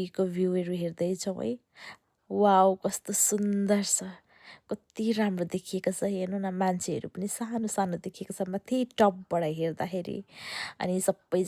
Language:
Nepali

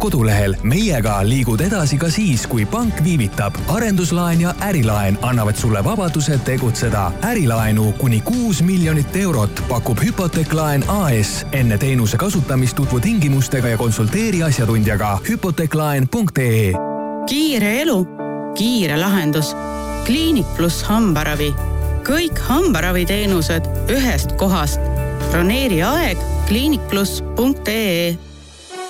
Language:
Estonian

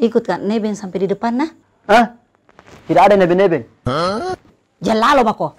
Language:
Makassar Malay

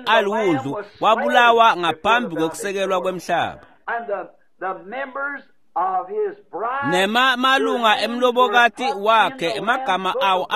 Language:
Swati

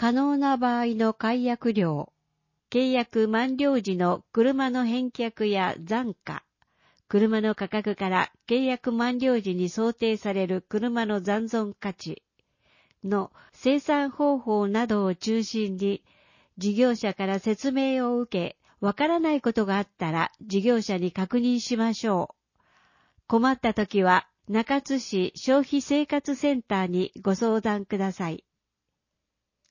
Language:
Japanese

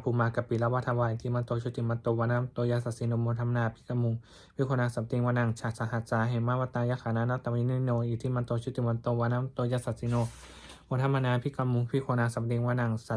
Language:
Pali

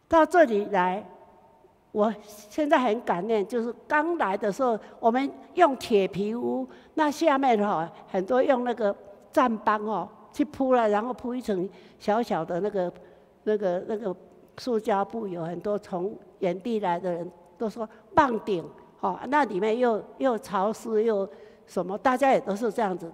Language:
Chinese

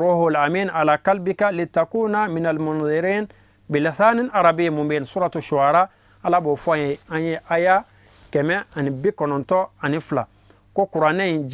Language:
Bambara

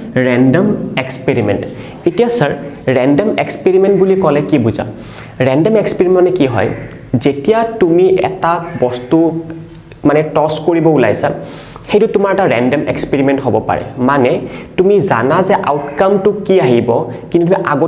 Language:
Assamese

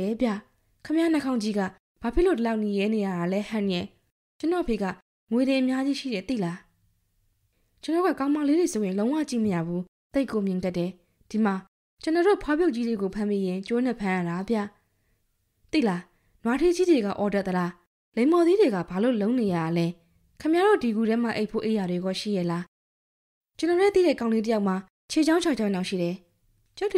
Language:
Burmese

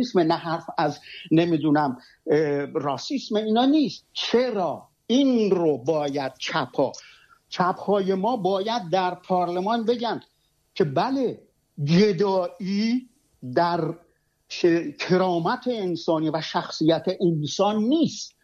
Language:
Persian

